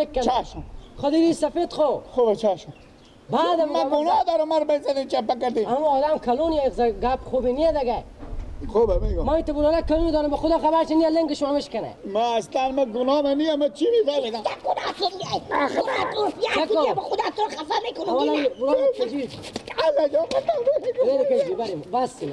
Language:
Persian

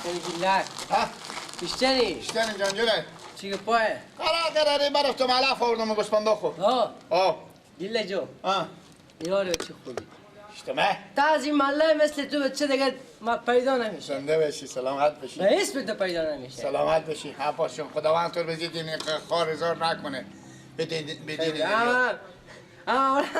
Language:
Persian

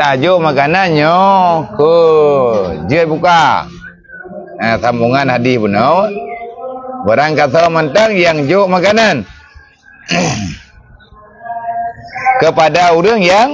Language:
Achinese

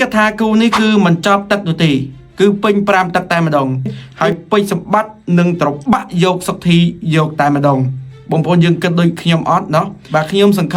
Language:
Khmer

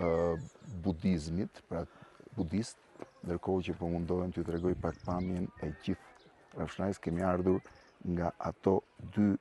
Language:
Albanian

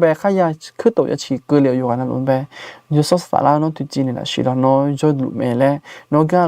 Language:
Akha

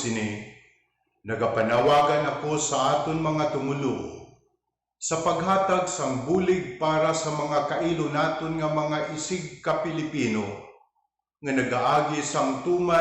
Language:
Hiligaynon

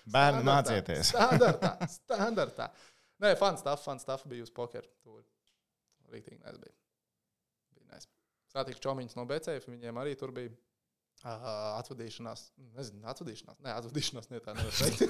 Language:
Latvian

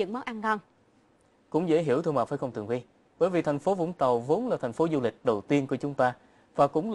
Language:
Vietnamese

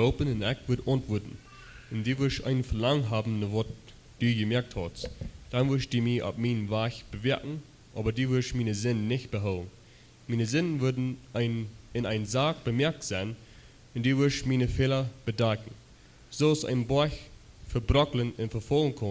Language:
Plautdietsch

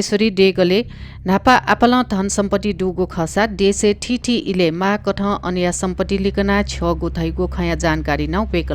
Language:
Newari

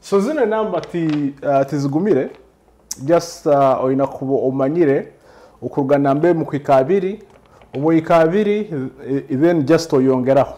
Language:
Nyoro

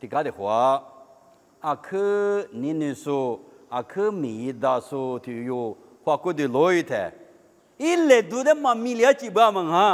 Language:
Lisu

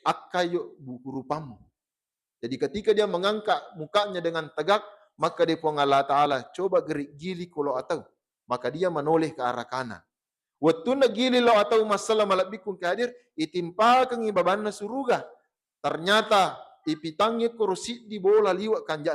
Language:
Buginese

